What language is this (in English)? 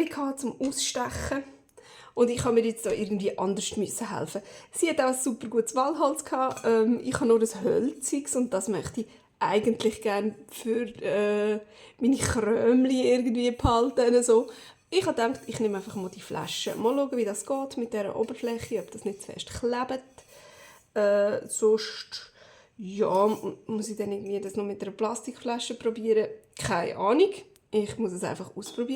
Swiss German